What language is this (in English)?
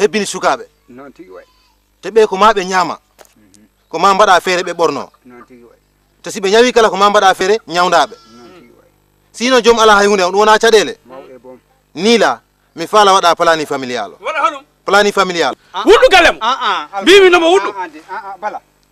Fula